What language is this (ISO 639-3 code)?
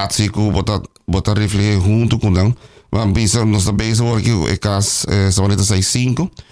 pap